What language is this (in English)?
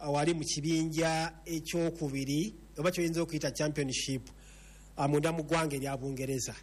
Ganda